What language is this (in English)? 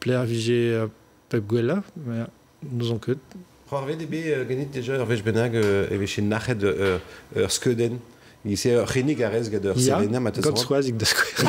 Breton